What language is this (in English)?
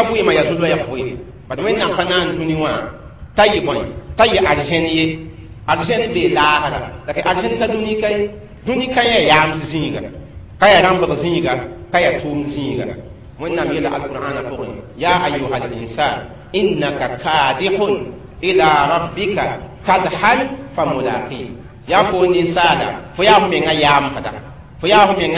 Mossi